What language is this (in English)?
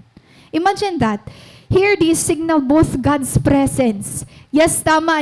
Waray